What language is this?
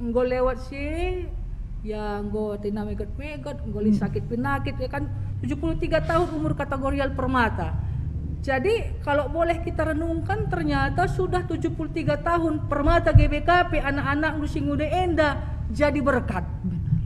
Batak Karo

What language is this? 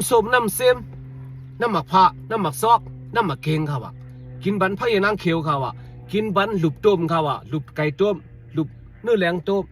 Shan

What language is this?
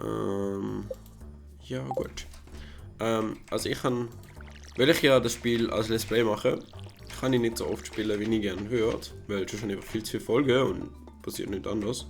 Swiss German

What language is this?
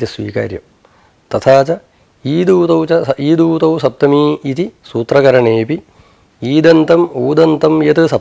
Sanskrit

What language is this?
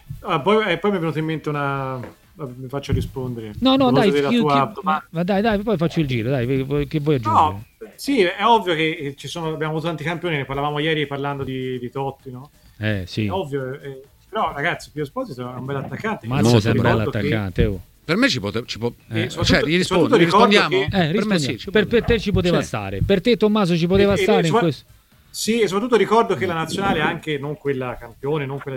Italian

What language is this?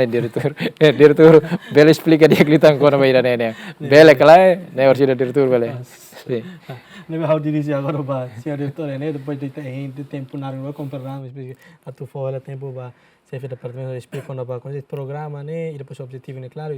Tetum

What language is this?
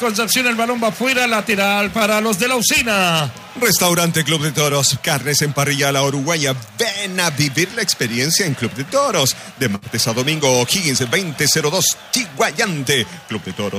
Spanish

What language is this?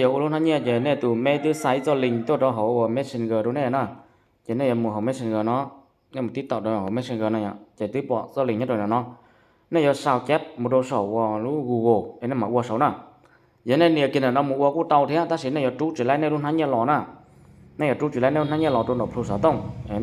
Hmong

